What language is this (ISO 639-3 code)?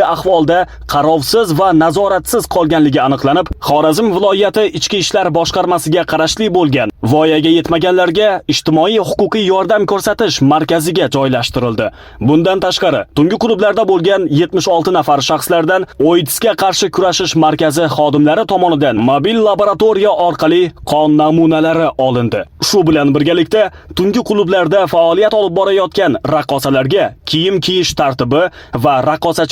uzb